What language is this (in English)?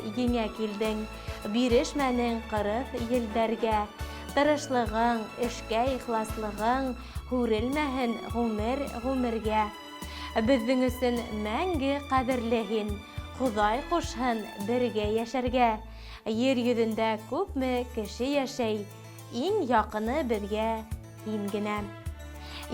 Bashkir